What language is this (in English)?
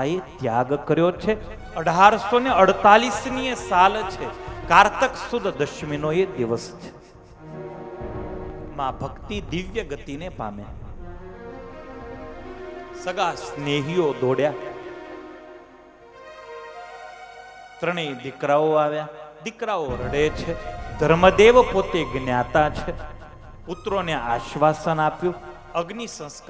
Gujarati